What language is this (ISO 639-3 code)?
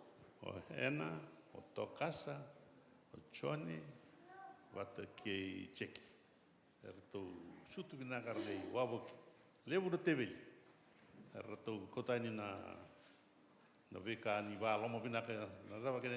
fij